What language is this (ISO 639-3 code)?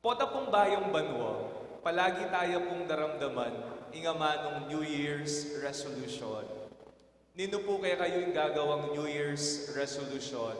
pam